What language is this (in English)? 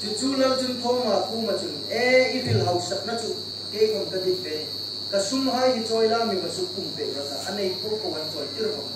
Hmar